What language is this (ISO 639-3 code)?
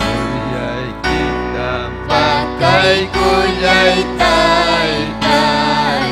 quy